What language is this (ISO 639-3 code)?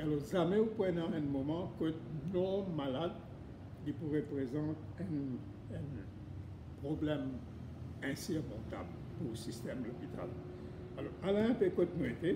mfe